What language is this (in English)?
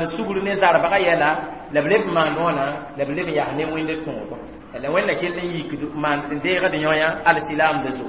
Mossi